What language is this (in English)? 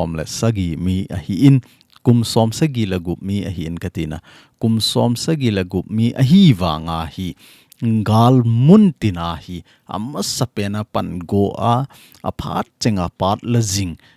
Thado Chin